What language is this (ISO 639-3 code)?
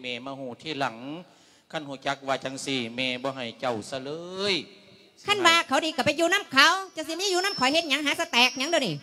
lao